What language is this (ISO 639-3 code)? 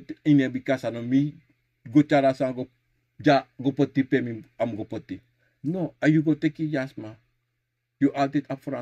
srn